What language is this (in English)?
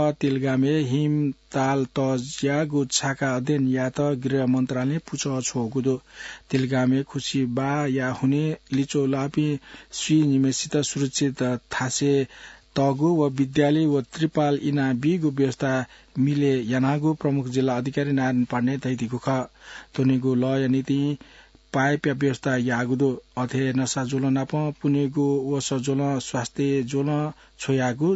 Newari